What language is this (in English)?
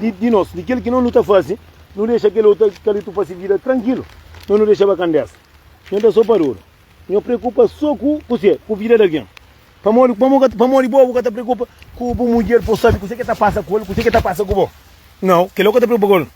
Kabuverdianu